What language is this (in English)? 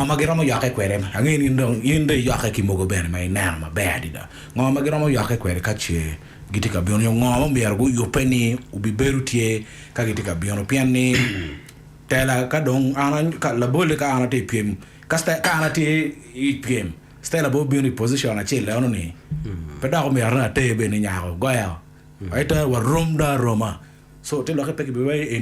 Acoli